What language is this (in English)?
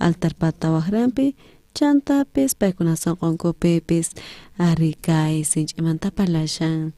South Bolivian Quechua